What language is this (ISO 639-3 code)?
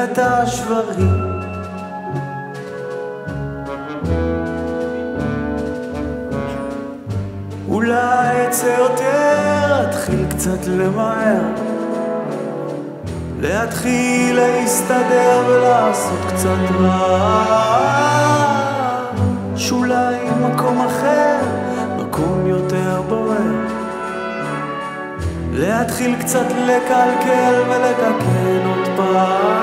heb